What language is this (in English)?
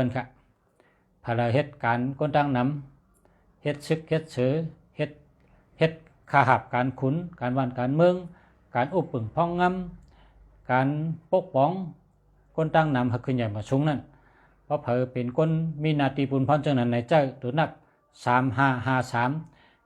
Shan